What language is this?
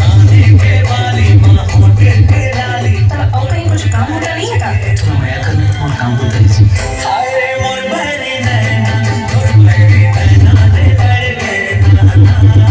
Chhattisgarhi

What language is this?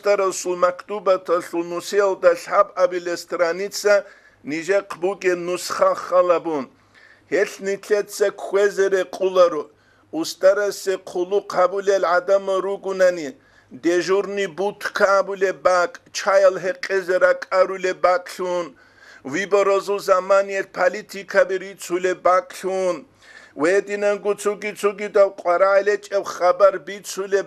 Avaric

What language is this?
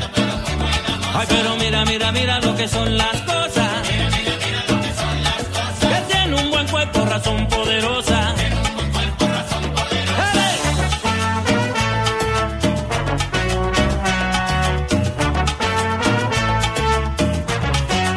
Spanish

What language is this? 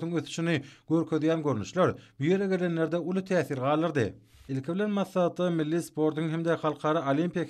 Turkmen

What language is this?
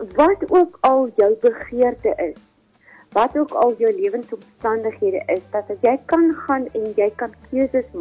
Afrikaans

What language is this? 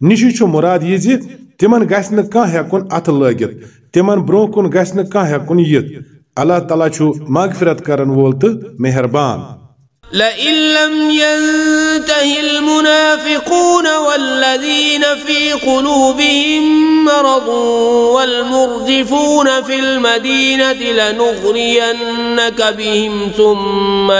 Kashmiri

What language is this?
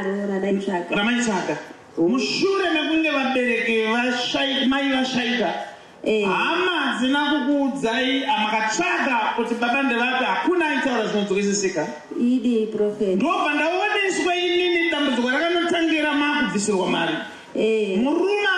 Shona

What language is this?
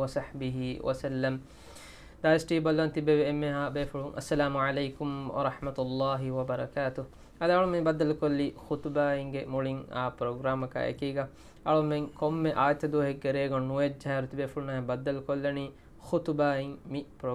Divehi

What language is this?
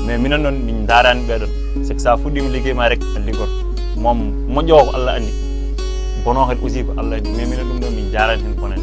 Fula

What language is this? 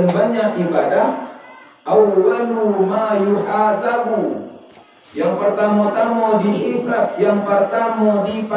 Minangkabau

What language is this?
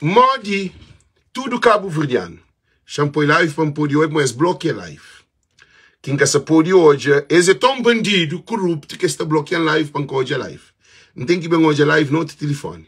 Kabuverdianu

